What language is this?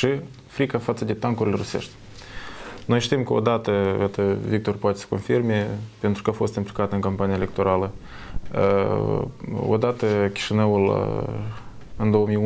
Romanian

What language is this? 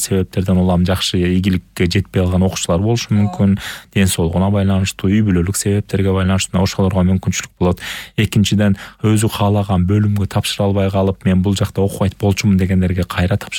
Kyrgyz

